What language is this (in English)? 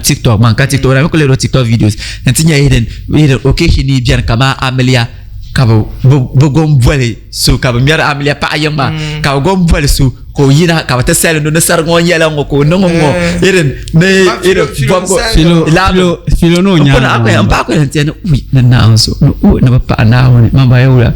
Dagbani